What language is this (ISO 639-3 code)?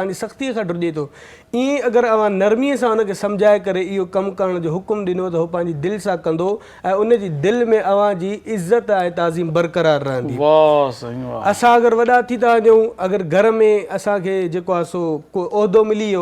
snd